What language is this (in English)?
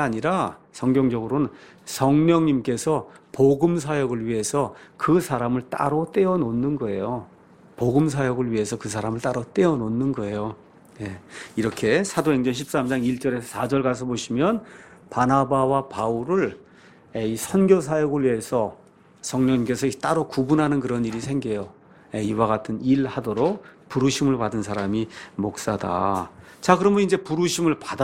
Korean